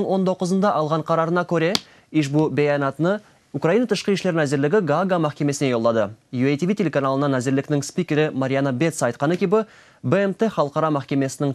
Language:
Crimean Tatar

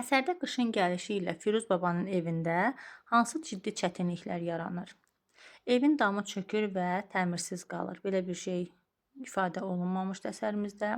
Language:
Azerbaijani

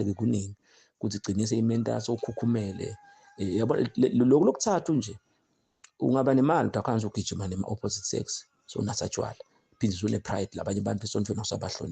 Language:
Zulu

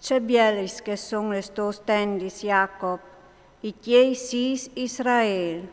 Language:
Friulian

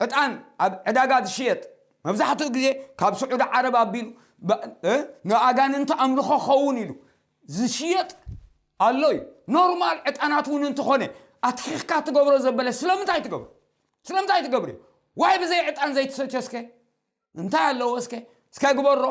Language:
Tigrinya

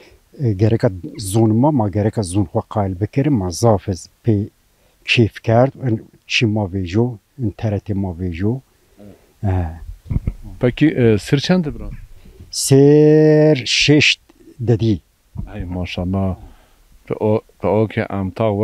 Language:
Zaza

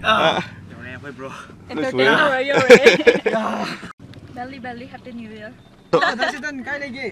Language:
Manipuri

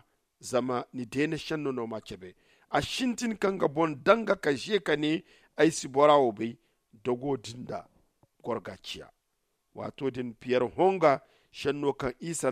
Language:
Zarma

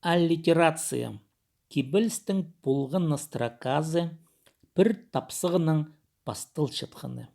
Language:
Khakas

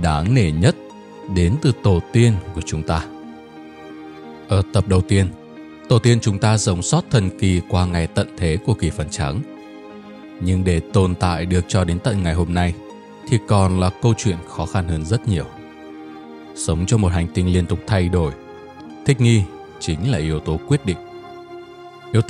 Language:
Vietnamese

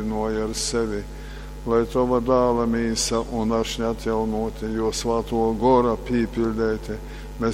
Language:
Latgalian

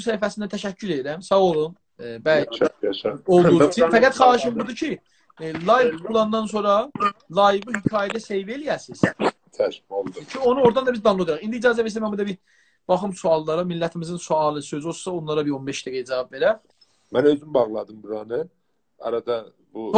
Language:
South Azerbaijani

